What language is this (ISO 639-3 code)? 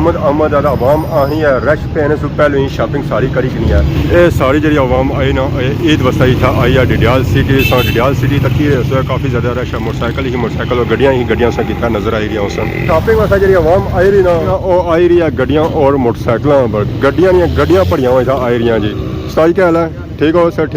phr